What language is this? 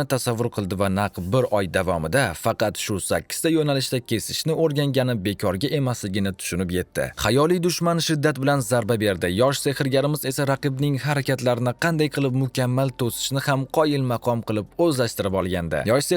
Uzbek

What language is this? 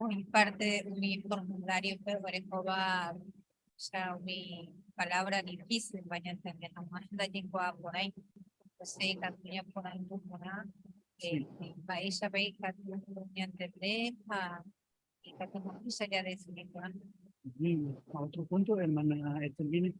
Guarani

